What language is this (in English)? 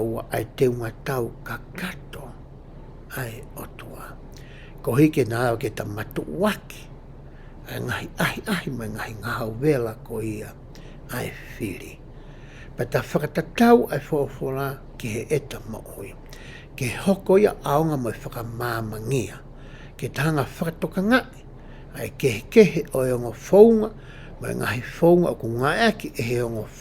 Tongan